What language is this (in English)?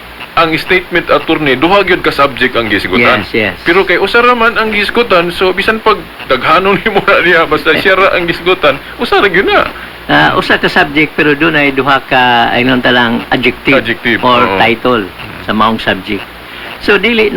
Cebuano